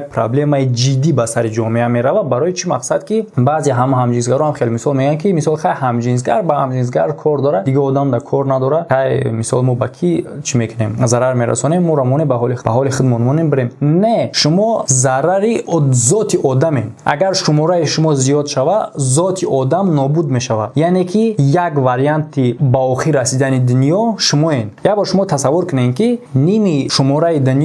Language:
Tajik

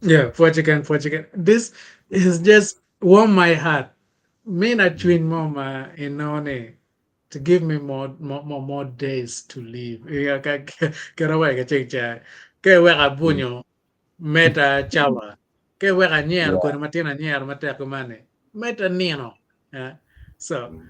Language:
Acoli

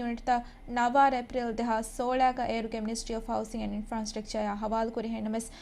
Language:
Divehi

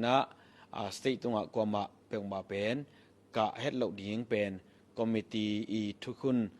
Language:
Tedim Chin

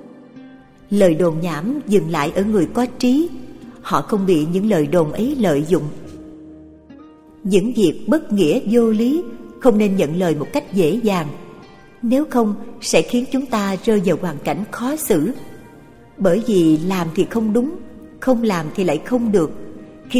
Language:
Vietnamese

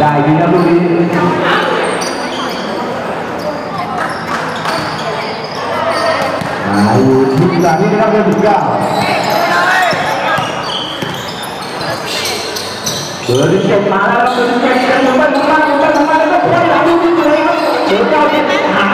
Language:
Thai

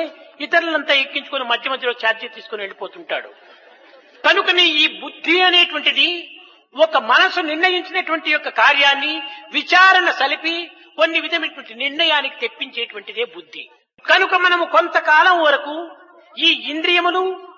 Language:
Telugu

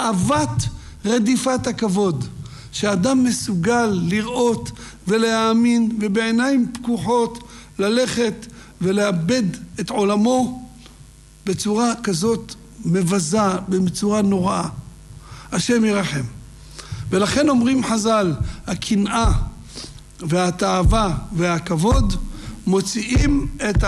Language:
Hebrew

